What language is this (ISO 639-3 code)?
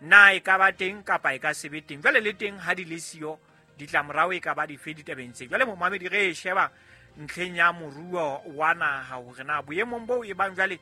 sot